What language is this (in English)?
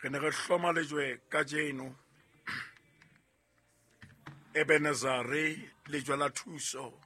Southern Sotho